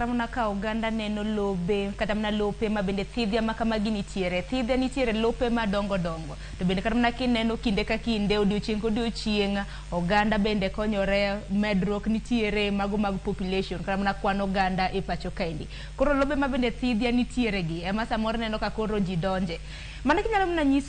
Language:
Luo (Kenya and Tanzania)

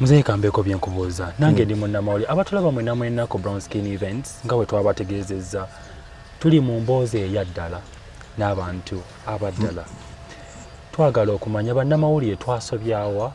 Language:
Ganda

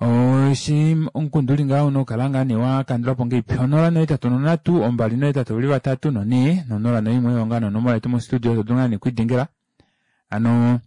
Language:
Kuanyama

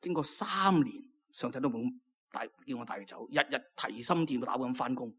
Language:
Cantonese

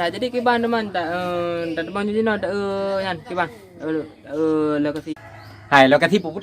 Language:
Achinese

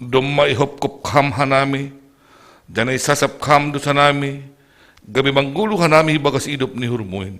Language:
Batak Simalungun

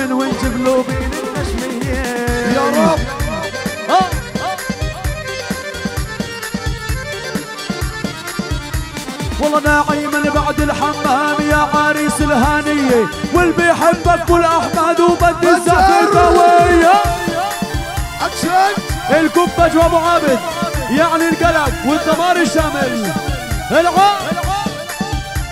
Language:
South Levantine Arabic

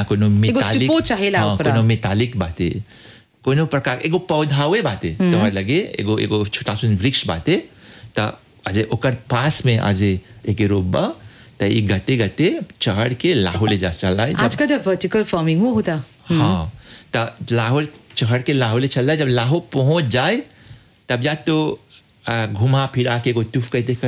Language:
Bhojpuri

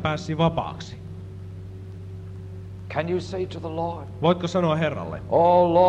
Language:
Finnish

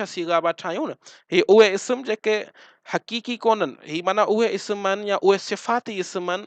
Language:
Sindhi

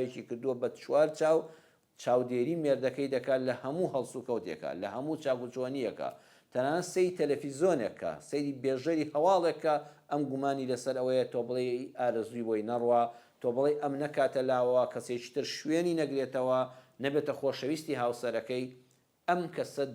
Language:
Central Kurdish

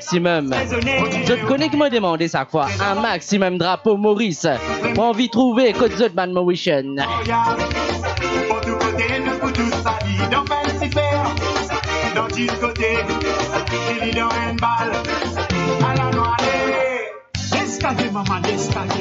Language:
Morisyen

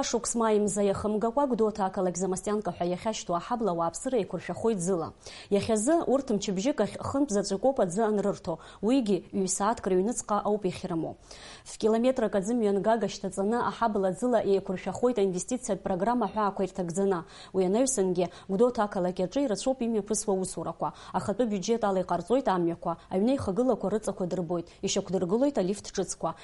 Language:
Abkhazian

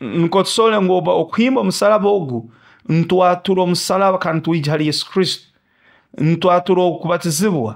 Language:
Nyoro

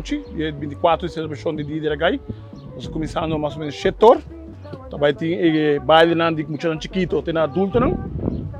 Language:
Papiamento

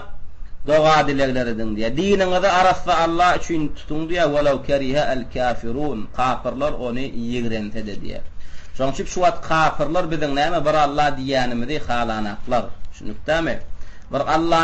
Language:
Turkmen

